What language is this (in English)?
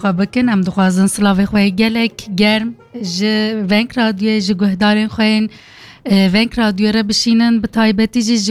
Kurdish